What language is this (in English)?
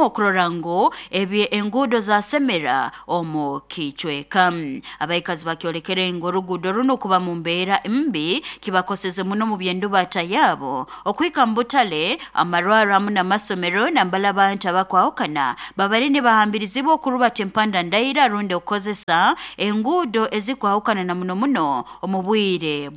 Nyoro